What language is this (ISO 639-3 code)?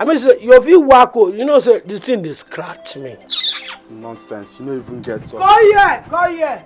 pcm